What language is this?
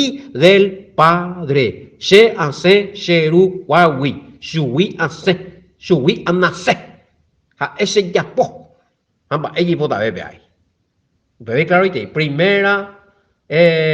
Guarani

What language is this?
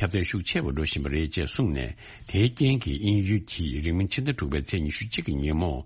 Tibetan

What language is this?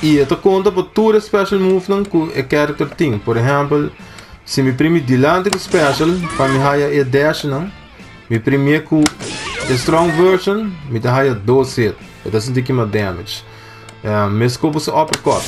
Papiamento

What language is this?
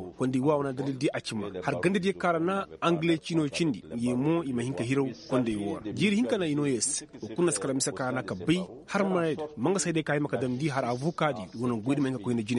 Koyraboro Senni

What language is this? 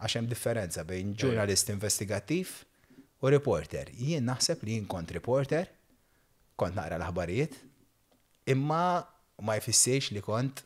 Maltese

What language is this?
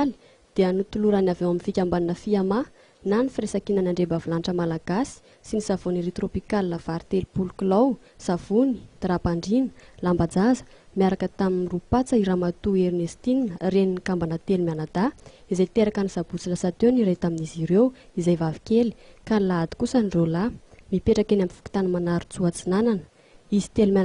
Malagasy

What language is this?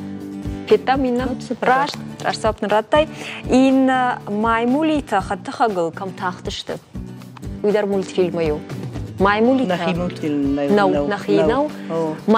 Ossetic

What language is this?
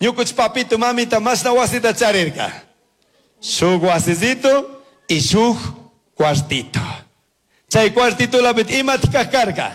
Chimborazo Highland Quichua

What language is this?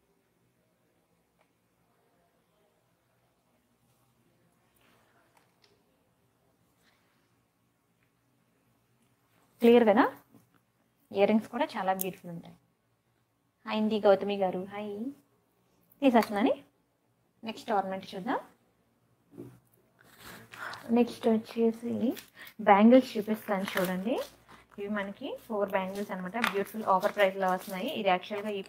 Telugu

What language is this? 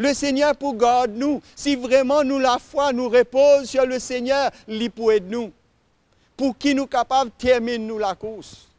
Morisyen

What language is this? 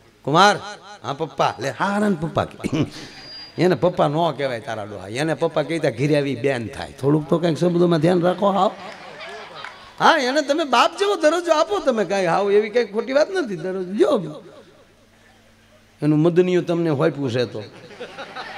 Gujarati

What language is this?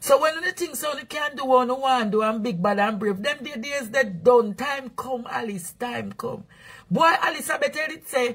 Jamaican Creole English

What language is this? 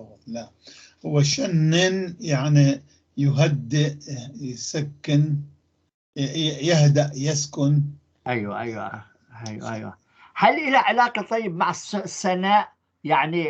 North Levantine Arabic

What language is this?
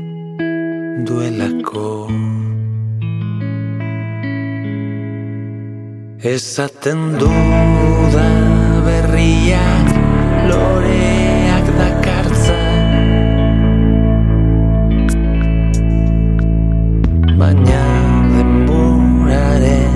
Basque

